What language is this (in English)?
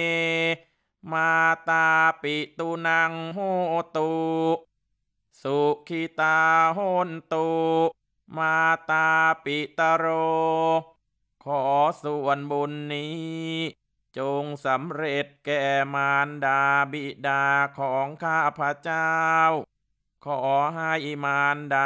Thai